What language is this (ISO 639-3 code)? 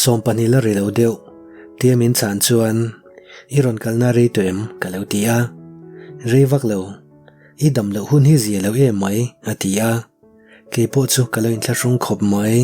lus